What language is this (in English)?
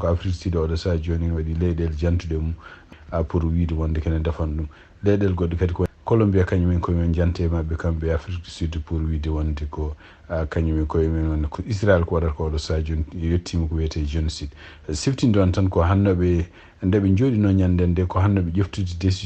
Fula